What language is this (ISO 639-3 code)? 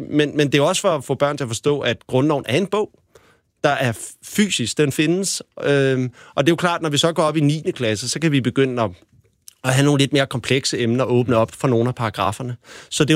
dan